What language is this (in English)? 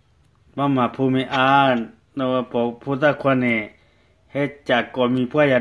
S'gaw Karen